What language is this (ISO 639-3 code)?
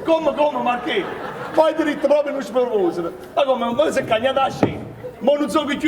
nap